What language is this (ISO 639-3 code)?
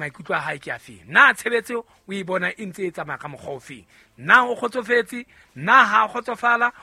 sot